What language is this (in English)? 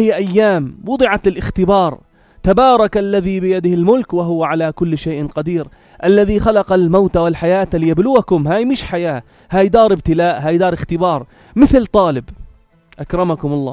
North Levantine Arabic